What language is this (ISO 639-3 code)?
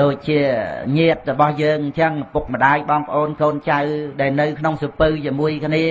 khm